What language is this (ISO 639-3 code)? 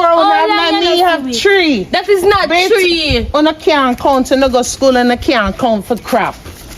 jam